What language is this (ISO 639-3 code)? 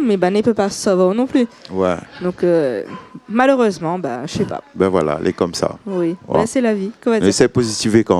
rcf